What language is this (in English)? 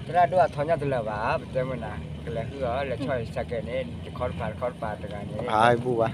S'gaw Karen